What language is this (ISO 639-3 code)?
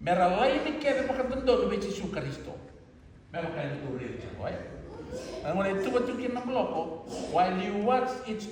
fij